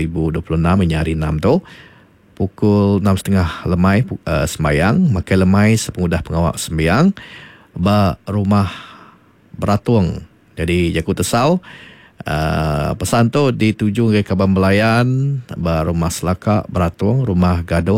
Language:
Iban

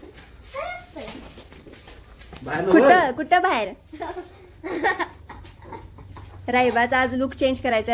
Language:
Marathi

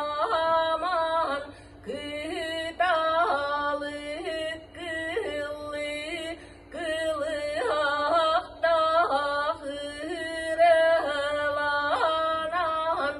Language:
Yakut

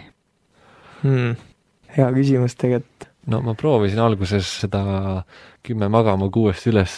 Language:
Estonian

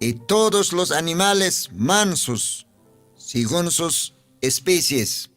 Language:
Aymara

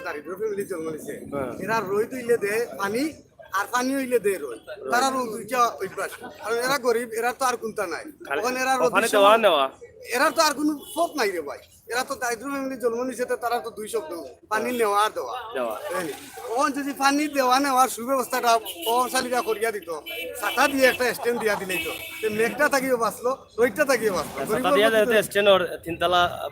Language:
Sylheti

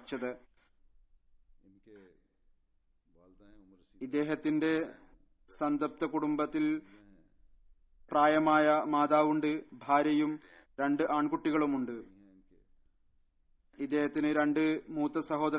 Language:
Malayalam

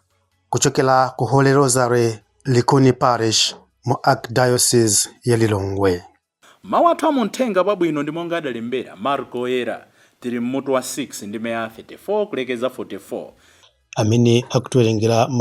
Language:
Nyanja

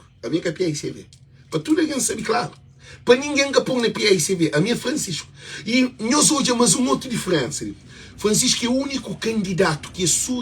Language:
Kabuverdianu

